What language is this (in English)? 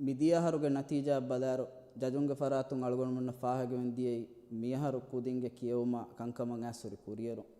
Divehi